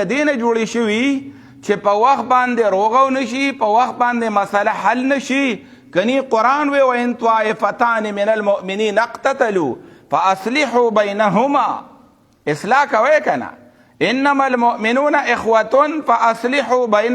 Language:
Pashto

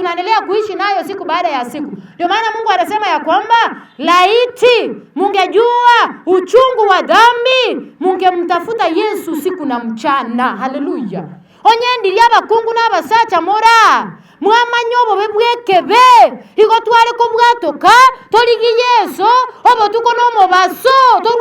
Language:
Gusii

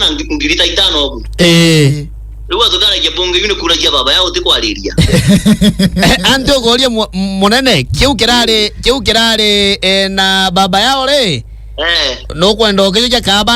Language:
Meru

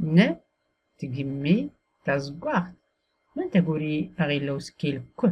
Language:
Tachelhit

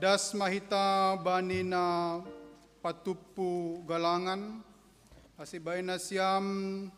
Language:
Batak Simalungun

